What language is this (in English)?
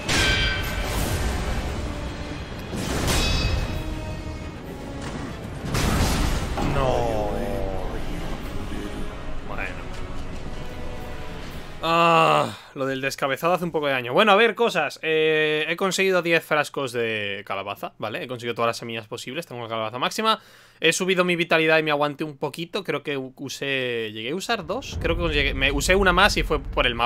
Spanish